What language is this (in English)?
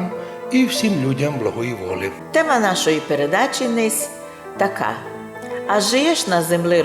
Rusyn